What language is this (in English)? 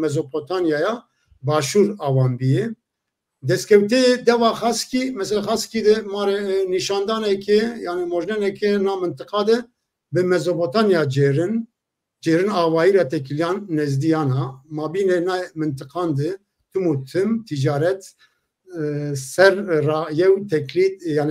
Zaza